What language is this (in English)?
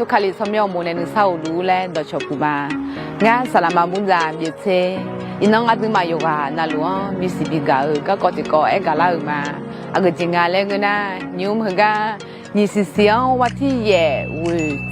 Akha